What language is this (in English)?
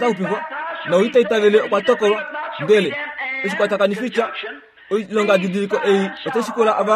Kuanyama